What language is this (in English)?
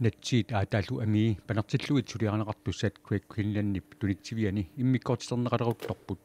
Kalaallisut